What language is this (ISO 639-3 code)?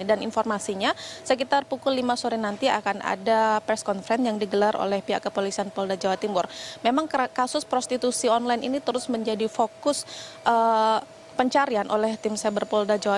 ind